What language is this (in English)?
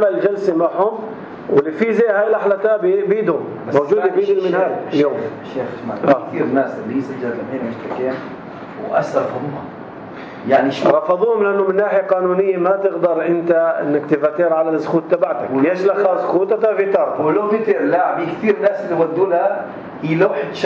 North Levantine Arabic